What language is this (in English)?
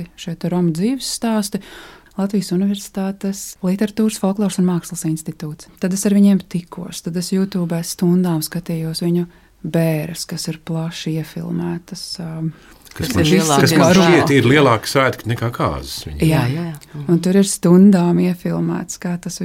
Latvian